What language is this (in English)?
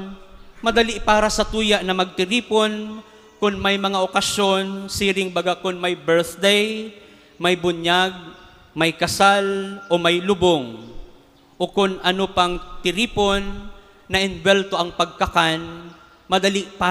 Bikol